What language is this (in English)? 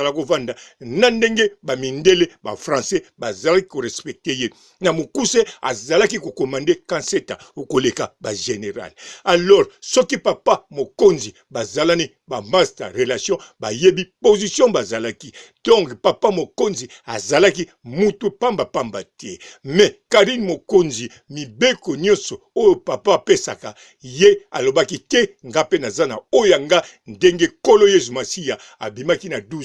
Lingala